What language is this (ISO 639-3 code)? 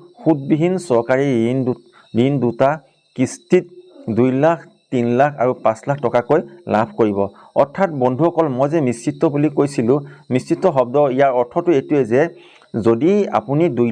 asm